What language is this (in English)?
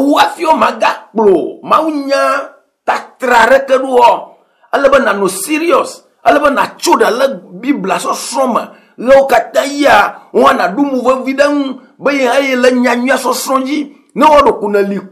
Ewe